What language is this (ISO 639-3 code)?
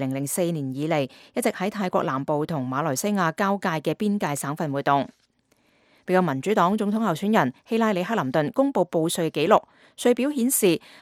yue